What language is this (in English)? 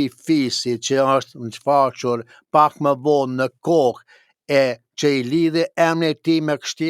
Albanian